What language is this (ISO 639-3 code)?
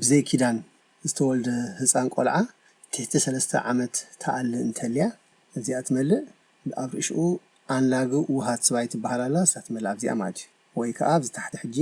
tir